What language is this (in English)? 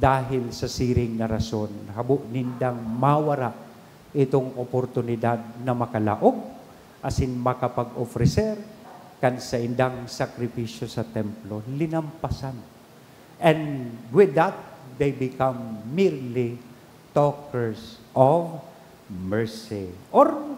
Bikol